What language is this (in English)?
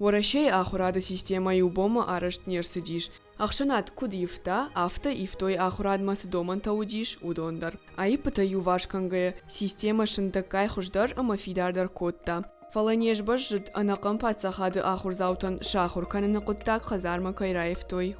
Ossetic